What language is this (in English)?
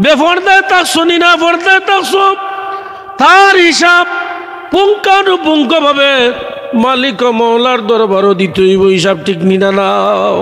Sylheti